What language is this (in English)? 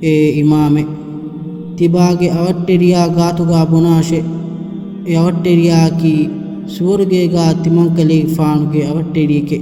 Divehi